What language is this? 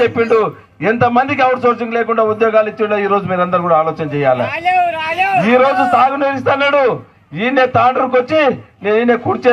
Telugu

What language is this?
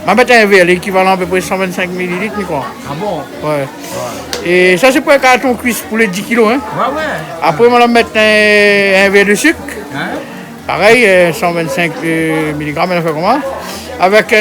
Réunion Creole French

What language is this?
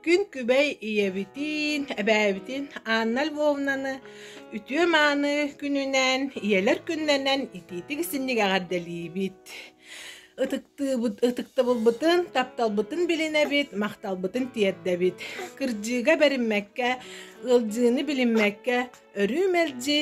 Yakut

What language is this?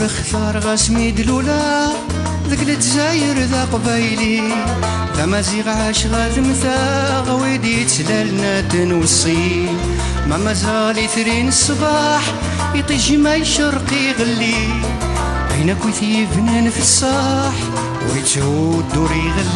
Kabyle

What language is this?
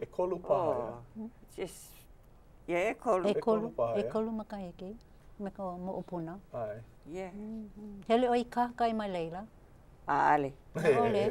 Hawaiian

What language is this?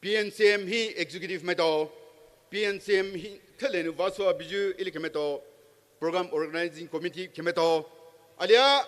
Poumei Naga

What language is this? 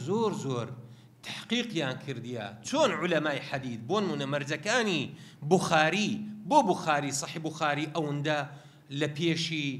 Central Kurdish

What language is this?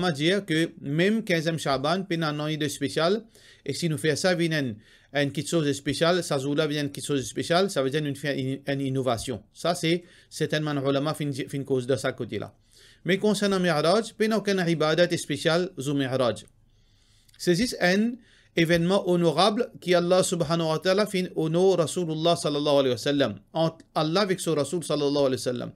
Morisyen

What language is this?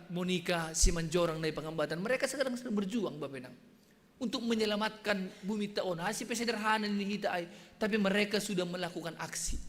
Batak Simalungun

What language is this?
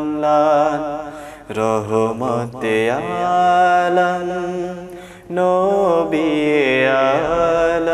Bangla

